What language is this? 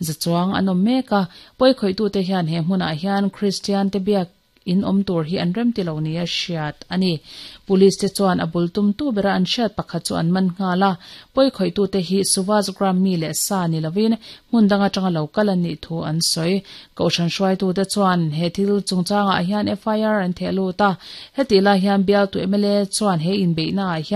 Mizo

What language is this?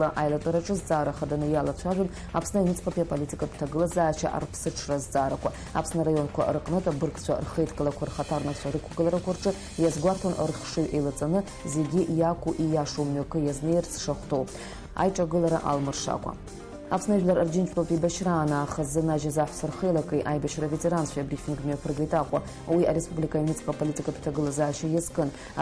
Abkhazian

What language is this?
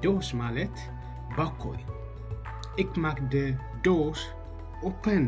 Tigrinya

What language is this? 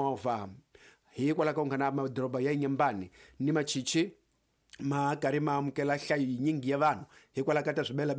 Tsonga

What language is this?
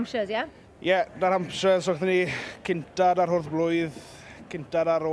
Welsh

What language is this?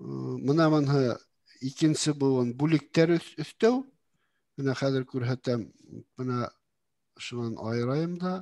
Bashkir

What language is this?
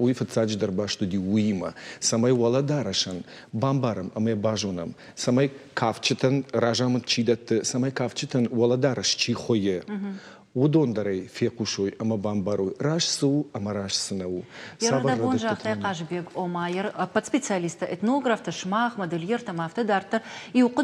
Ossetic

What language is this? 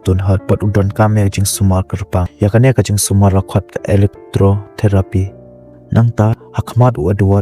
Khasi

